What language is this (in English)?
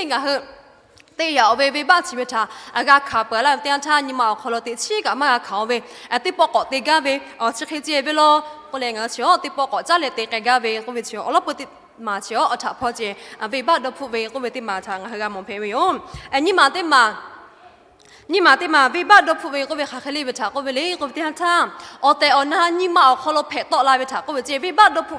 Lahu